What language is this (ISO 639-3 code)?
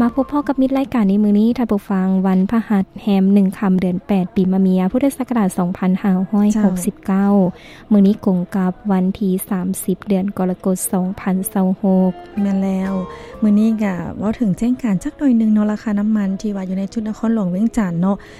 lao